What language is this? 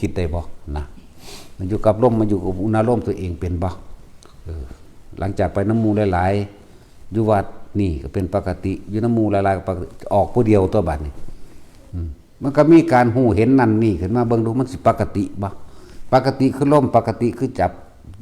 Northeastern Thai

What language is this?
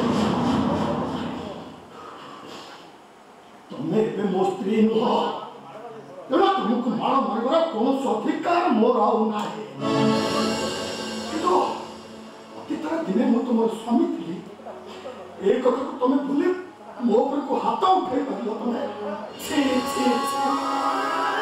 Odia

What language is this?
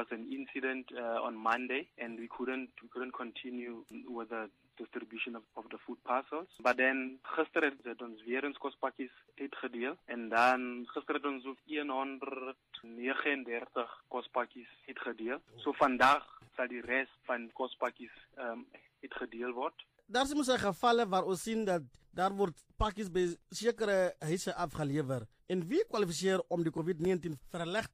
Afrikaans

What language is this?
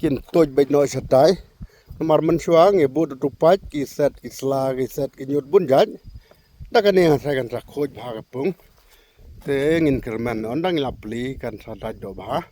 Khasi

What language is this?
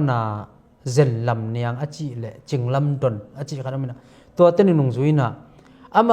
Tedim Chin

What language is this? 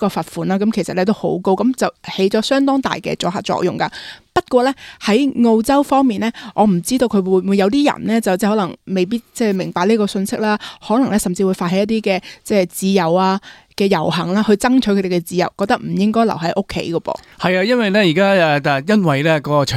Cantonese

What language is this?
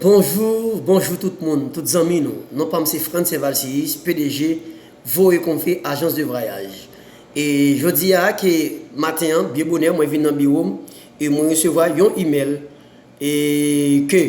Haitian Creole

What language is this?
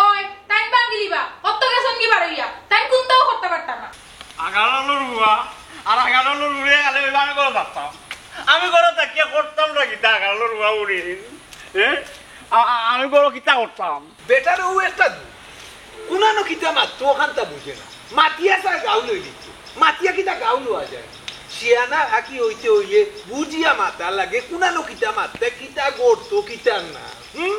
Sylheti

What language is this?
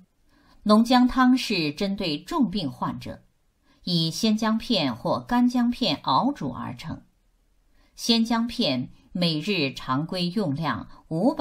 Chinese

